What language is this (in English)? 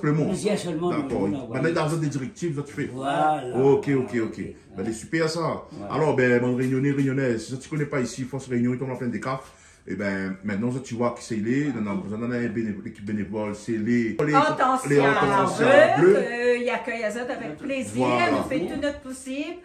Réunion Creole French